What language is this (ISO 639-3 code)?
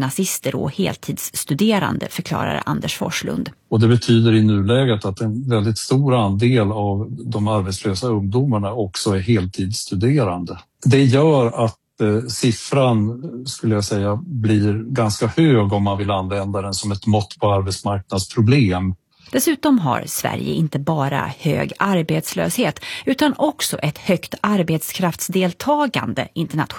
swe